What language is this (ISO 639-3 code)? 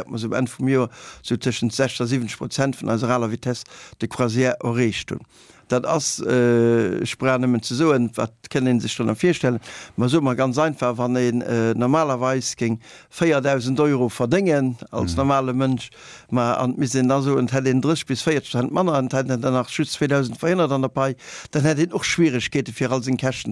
ltz